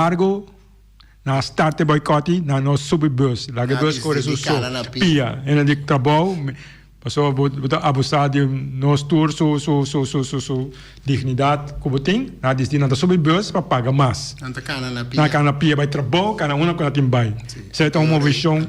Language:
Papiamento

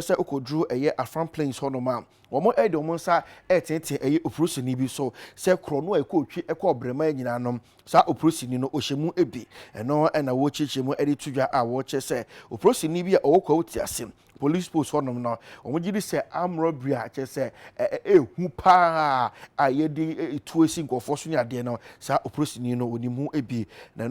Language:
Akan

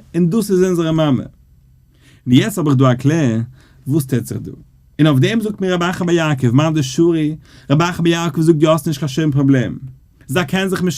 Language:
Yiddish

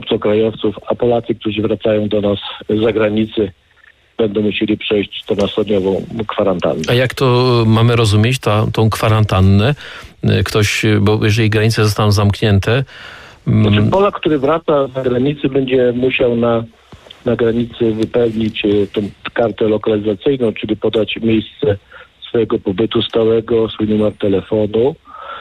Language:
Polish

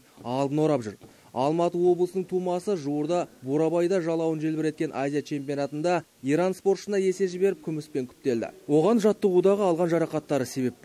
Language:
Kazakh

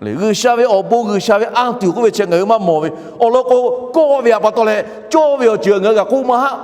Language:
Lahu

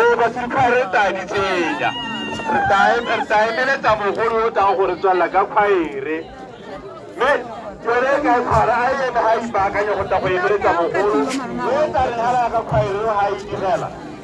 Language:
Tswana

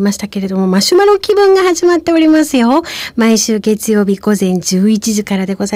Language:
Japanese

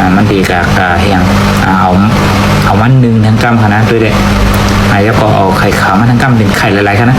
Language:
Shan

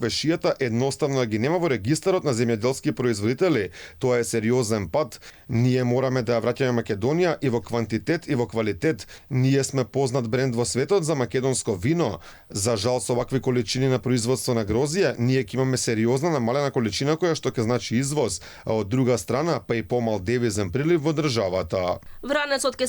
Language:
Macedonian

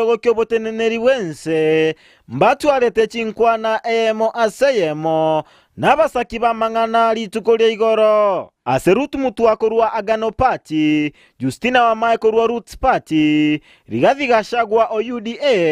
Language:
Gusii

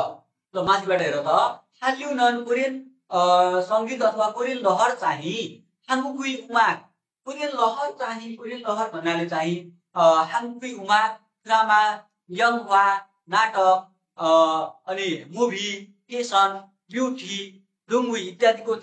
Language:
Nepali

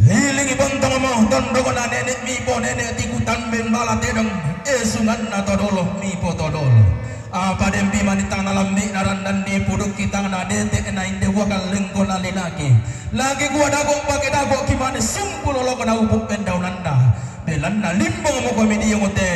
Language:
Toraja-Sa'dan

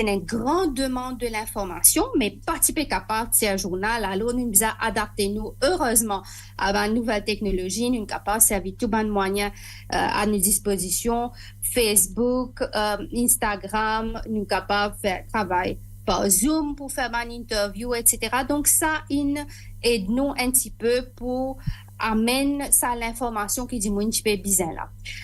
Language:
Morisyen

